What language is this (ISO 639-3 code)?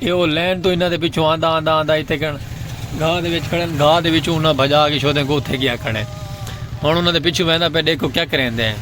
skr